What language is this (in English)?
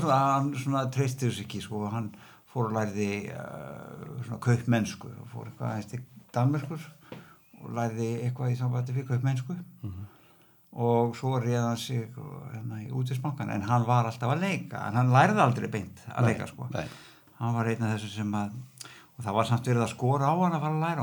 Icelandic